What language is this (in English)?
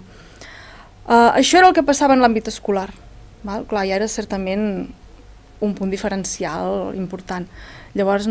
Catalan